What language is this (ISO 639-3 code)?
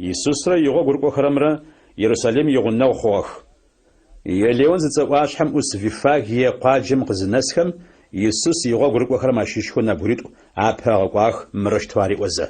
ady